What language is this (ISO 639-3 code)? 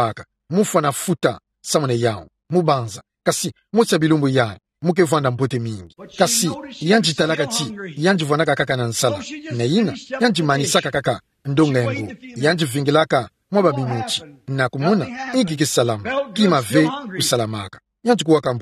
ktu